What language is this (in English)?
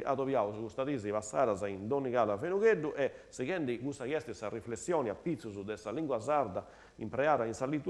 Sardinian